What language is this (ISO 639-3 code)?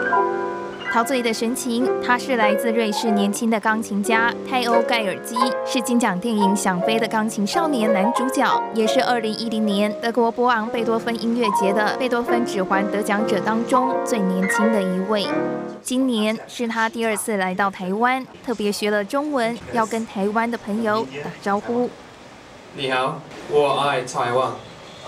zho